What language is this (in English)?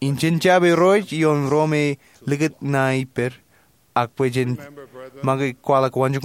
Marshallese